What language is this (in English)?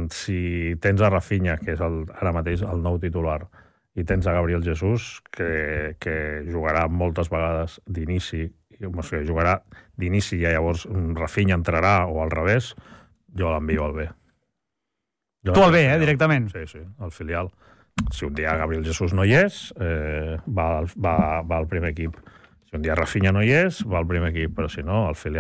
Catalan